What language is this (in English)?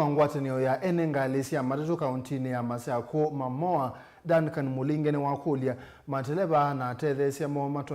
Kamba